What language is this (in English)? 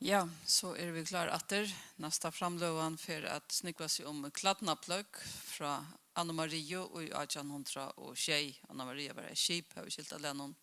Faroese